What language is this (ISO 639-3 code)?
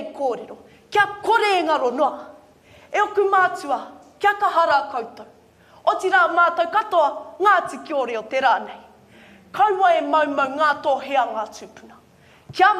mri